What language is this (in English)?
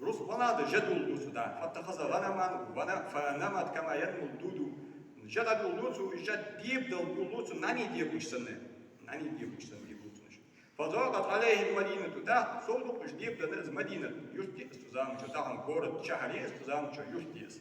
Ingush